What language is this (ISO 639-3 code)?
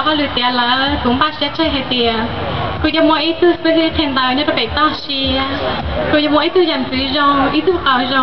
hmn